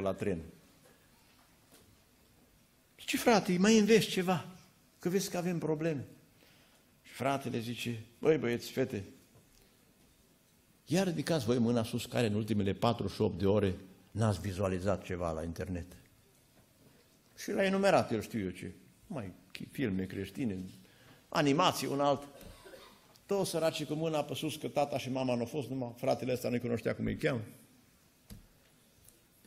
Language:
Romanian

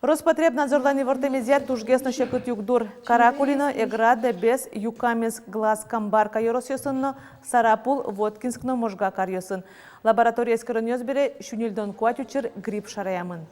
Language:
Udmurt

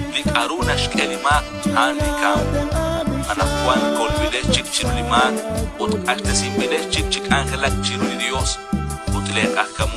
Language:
Kekchí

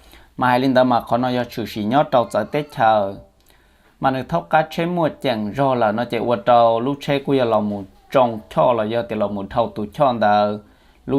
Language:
Hmong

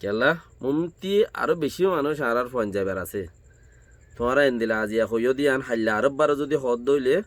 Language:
Rohingya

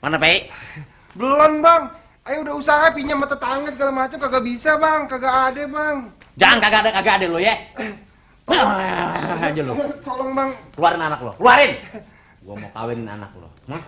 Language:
Betawi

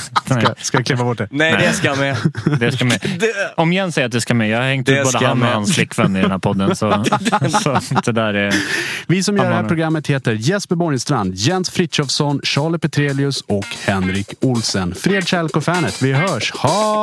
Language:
Swedish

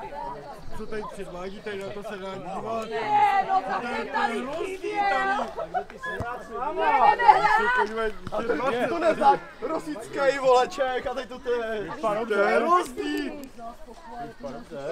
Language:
Czech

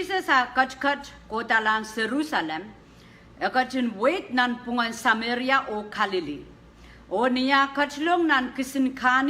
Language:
Pohnpeian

